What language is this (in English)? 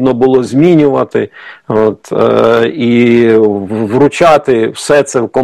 Ukrainian